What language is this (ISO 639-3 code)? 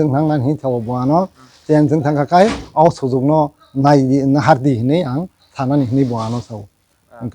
trp